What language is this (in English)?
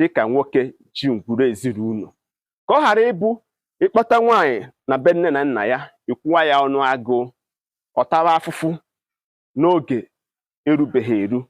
Igbo